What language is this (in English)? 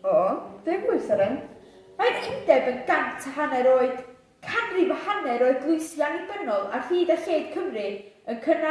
Welsh